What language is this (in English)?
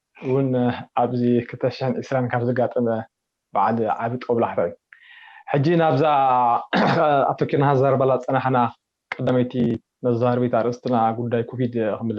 Tigrinya